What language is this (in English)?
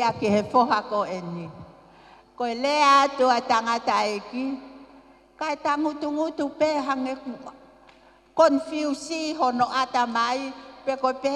Tongan